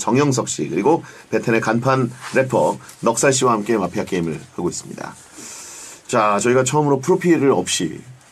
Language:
Korean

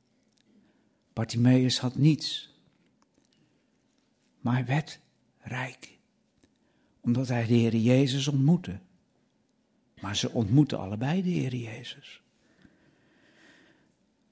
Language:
Dutch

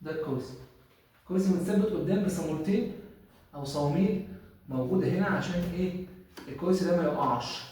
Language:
Egyptian Arabic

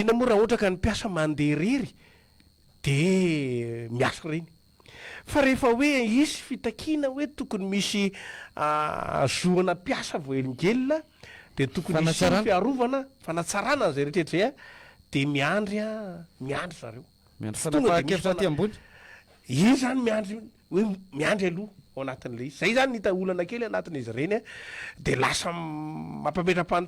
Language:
Malagasy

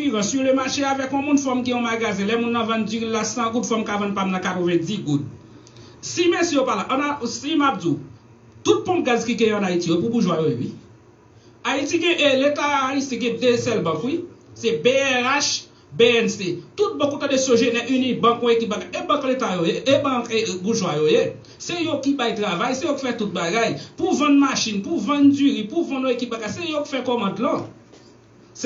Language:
Haitian Creole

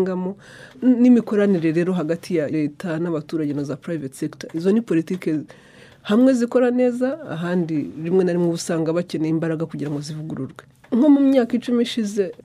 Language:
Kinyarwanda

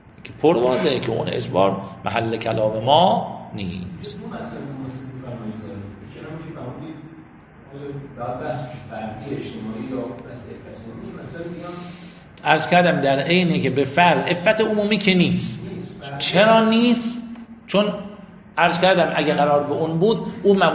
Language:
Persian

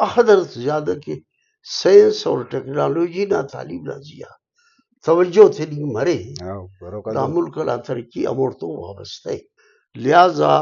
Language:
Brahui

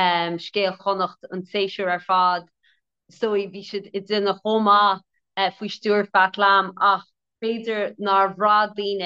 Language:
Irish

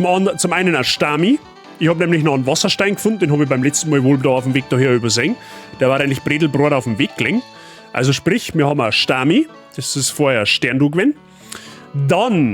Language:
Bavarian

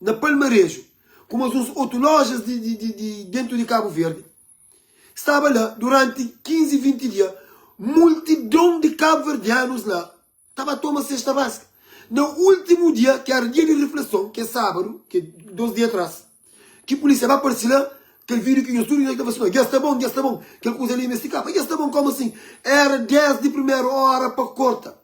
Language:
Kabuverdianu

